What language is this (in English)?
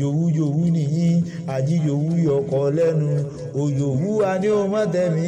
Yoruba